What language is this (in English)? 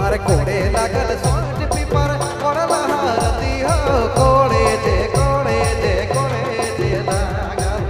Sadri